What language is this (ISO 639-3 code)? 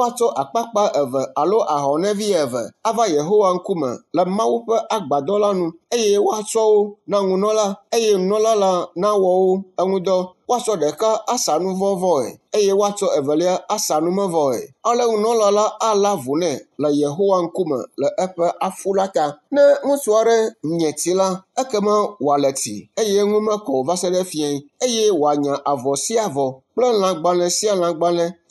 ewe